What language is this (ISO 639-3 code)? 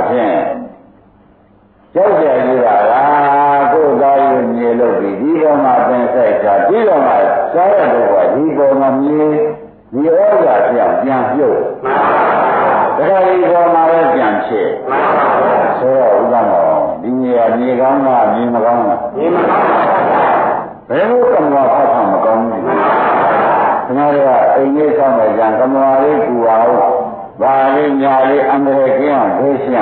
mya